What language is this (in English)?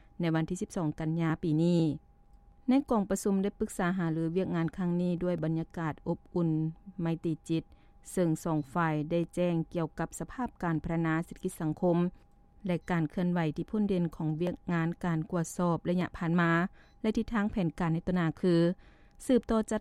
Lao